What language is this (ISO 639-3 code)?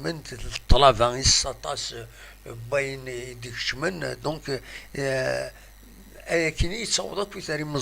kab